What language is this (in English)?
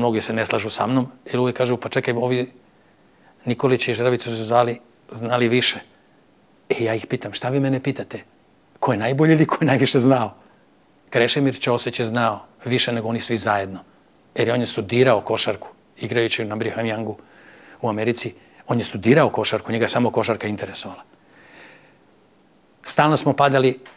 Serbian